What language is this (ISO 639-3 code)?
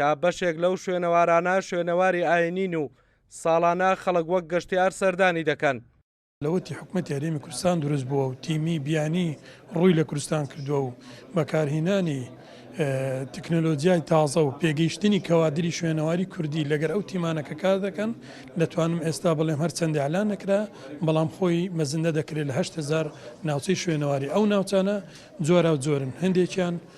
ckb